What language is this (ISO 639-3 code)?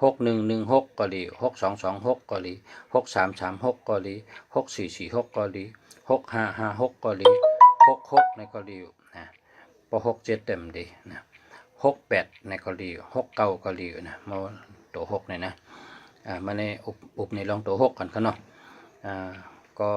shn